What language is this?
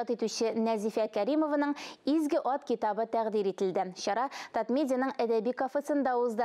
Tatar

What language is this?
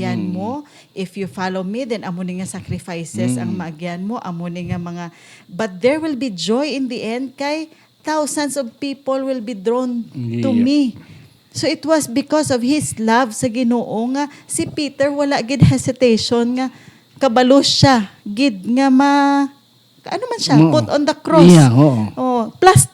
Hiligaynon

